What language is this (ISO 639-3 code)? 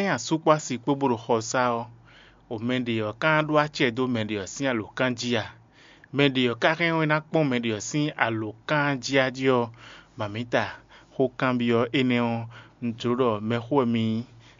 fon